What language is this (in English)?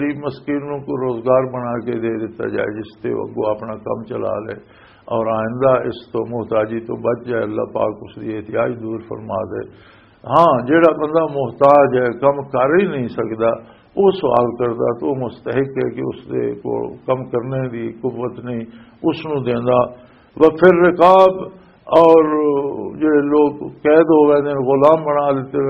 Western Panjabi